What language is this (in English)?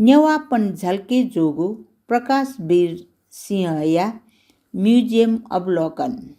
Newari